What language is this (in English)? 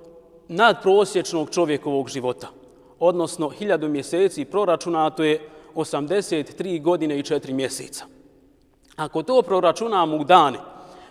Bosnian